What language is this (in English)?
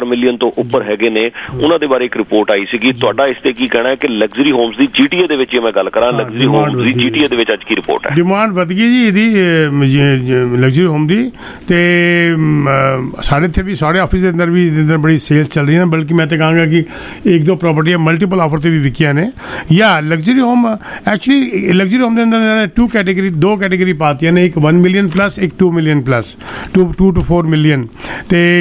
Punjabi